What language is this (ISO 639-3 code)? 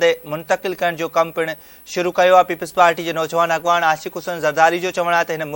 snd